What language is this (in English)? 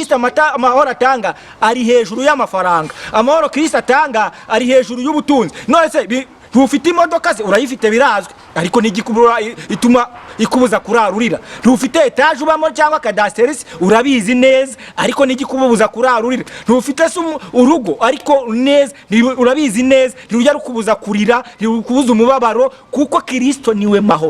Kinyarwanda